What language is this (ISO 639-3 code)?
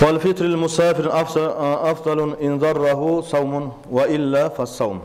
kum